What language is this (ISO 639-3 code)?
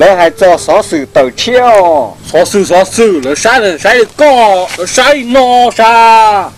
hmn